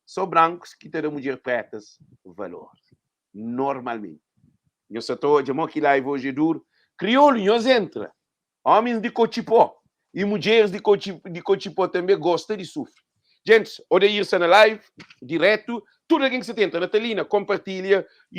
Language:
Kabuverdianu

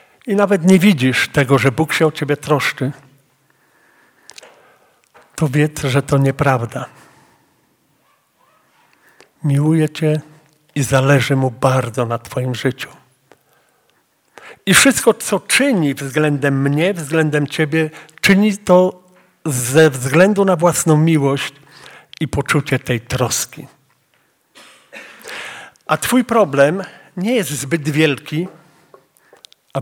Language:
Polish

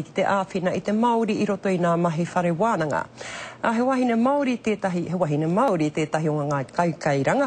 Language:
Māori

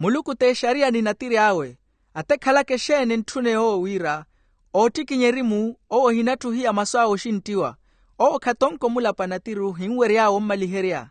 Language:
Makhuwa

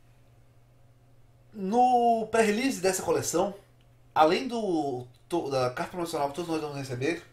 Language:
Portuguese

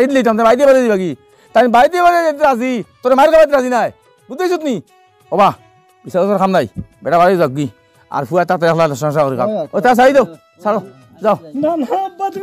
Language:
Sylheti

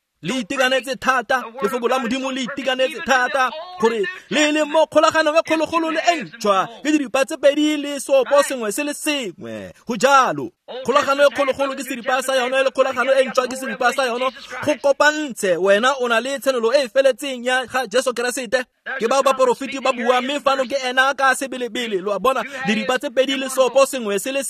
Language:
Tswana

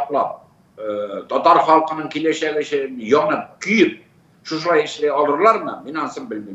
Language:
Tatar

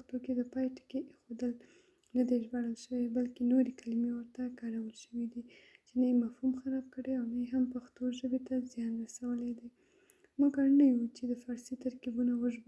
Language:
Pashto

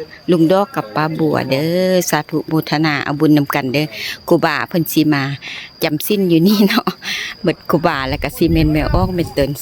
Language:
Lao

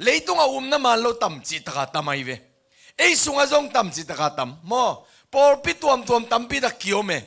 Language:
Tedim Chin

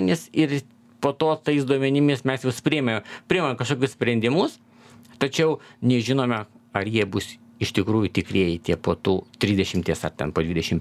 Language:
Lithuanian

